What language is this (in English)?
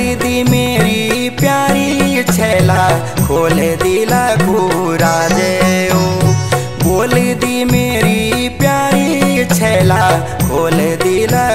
Bhojpuri